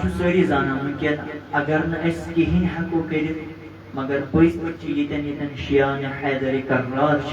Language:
Kashmiri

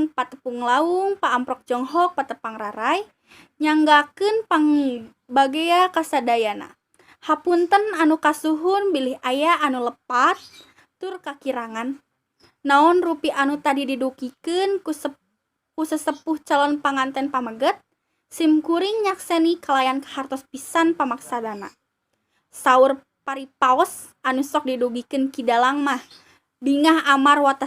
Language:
Sundanese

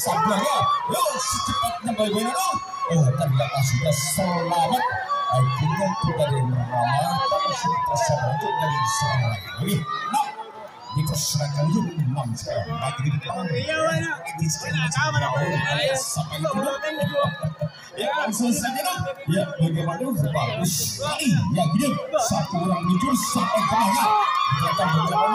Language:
Indonesian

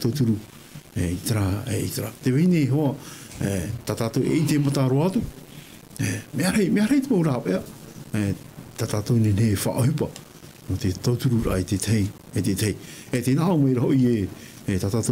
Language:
Tahitian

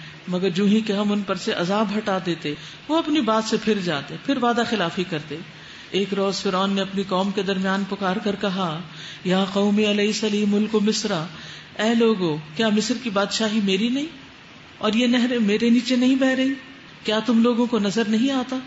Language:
Urdu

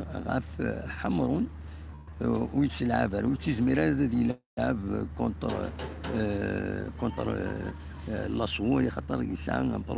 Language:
Kabyle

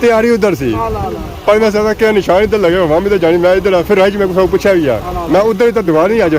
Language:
Pahari-Potwari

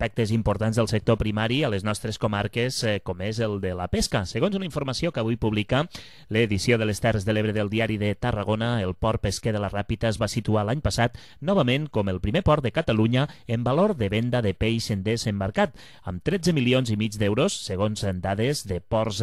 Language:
Catalan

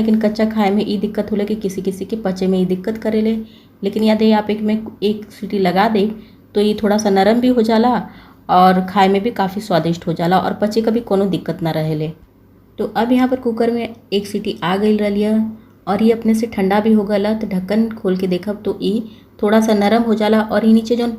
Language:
Bhojpuri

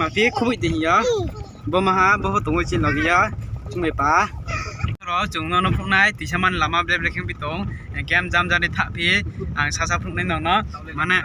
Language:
Riang (India)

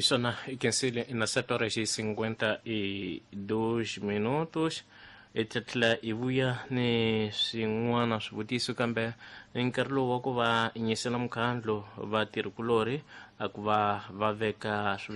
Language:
Tsonga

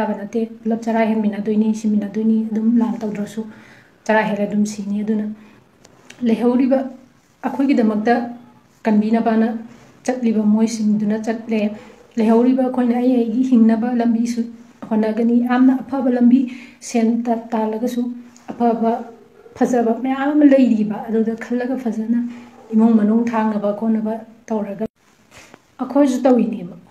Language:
Manipuri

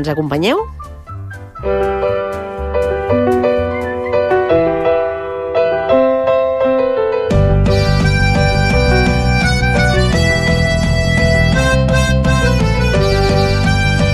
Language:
Catalan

